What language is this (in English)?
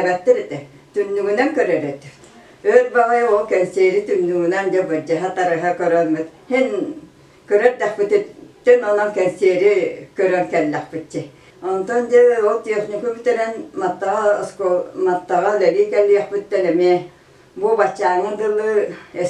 Yakut